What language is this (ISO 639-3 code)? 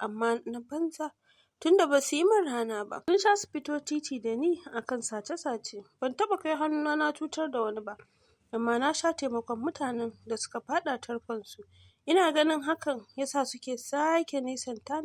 hau